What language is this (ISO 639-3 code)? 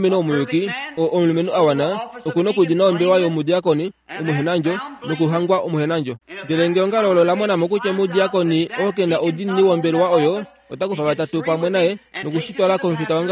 kua